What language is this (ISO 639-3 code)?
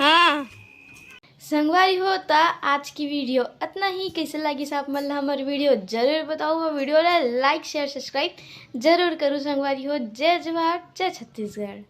hne